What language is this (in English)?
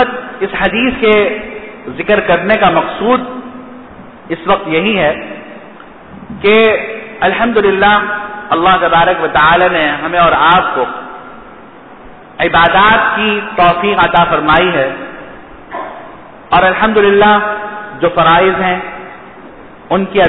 Urdu